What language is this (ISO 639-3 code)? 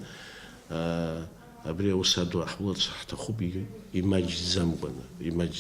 abk